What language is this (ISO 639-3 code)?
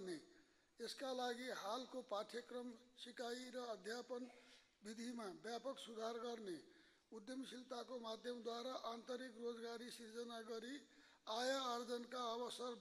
nep